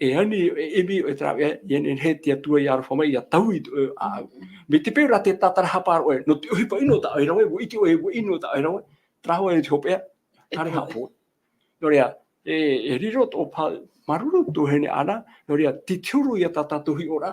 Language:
Tahitian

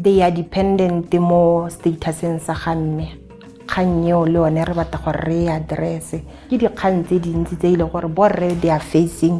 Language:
Tswana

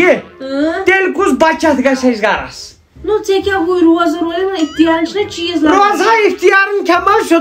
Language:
Kashmiri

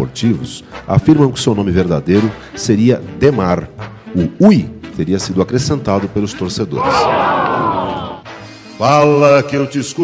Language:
Portuguese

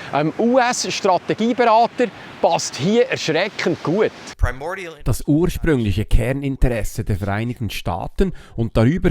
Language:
Swiss German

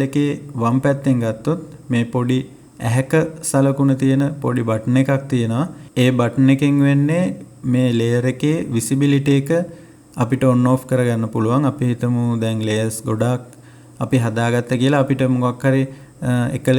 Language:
Sinhala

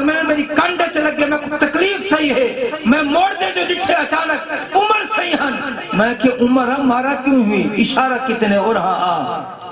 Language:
Saraiki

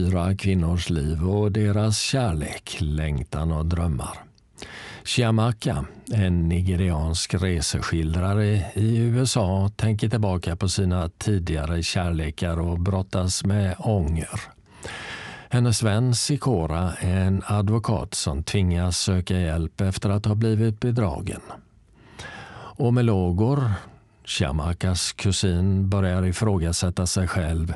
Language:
Swedish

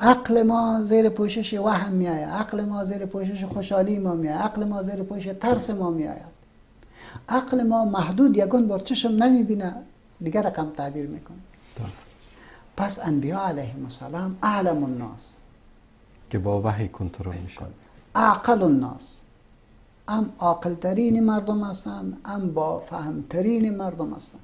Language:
Persian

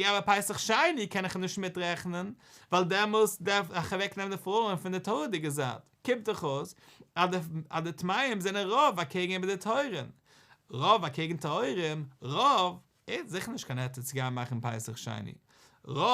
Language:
Yiddish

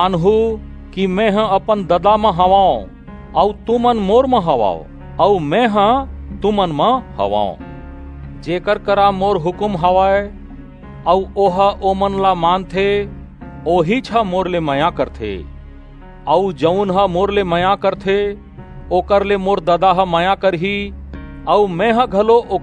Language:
Chhattisgarhi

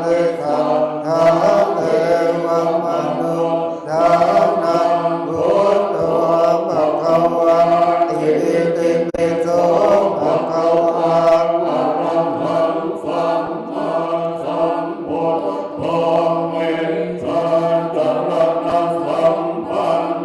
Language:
Pali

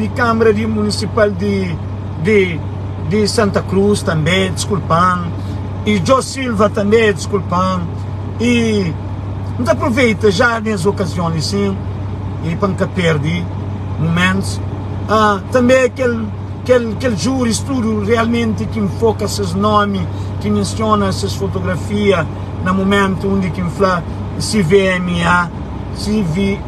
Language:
Kabuverdianu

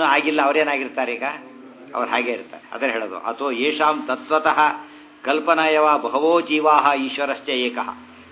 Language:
Kannada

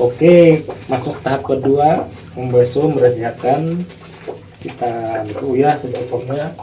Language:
Banjar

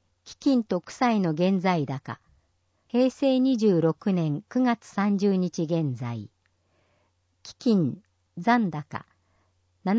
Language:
Japanese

